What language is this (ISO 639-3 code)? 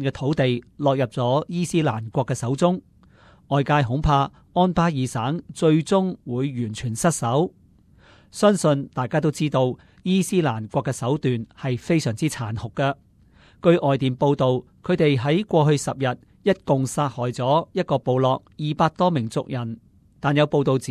yue